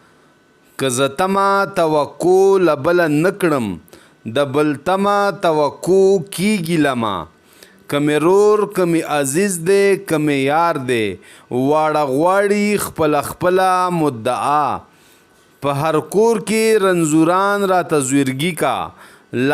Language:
Pashto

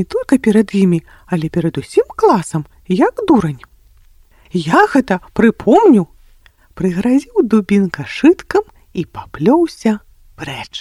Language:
Belarusian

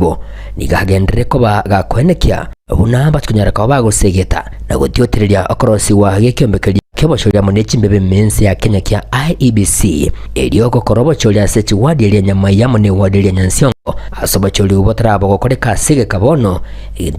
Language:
Gusii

